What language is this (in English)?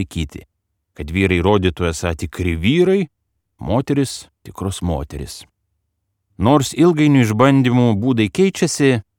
Lithuanian